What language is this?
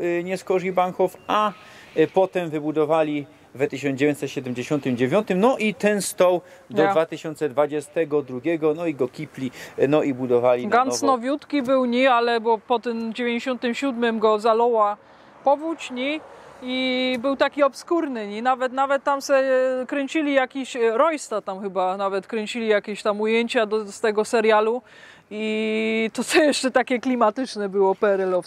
Silesian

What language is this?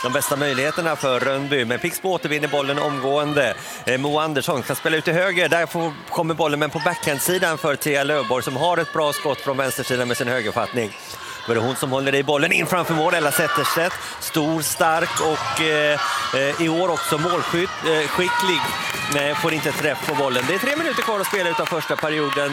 Swedish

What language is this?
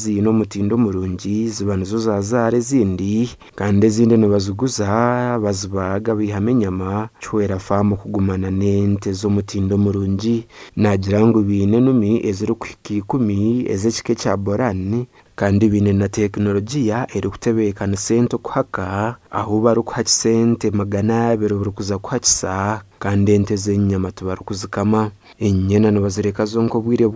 Nyankole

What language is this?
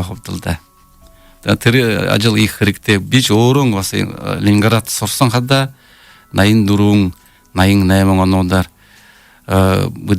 Buriat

